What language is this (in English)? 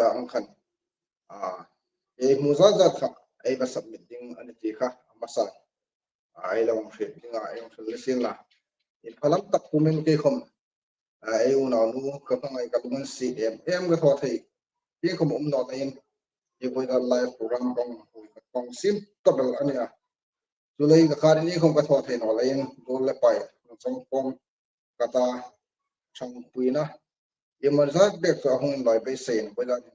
Hmar